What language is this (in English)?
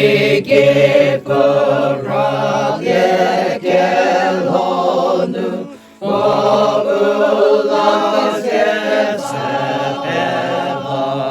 Chokri Naga